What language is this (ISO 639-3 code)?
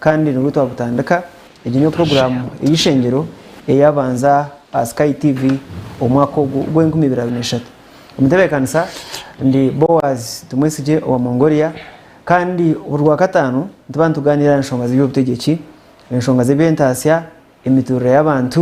nyn